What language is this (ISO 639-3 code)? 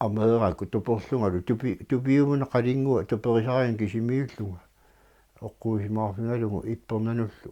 kal